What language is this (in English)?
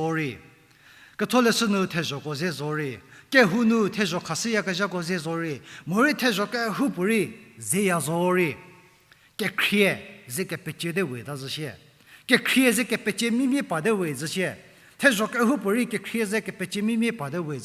Angami Naga